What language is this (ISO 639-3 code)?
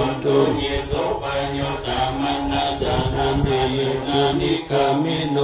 pli